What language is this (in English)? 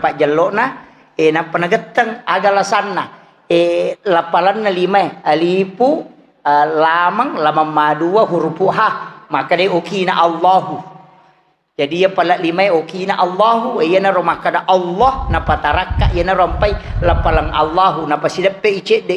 Buginese